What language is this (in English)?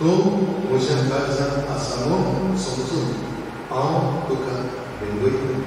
Konkani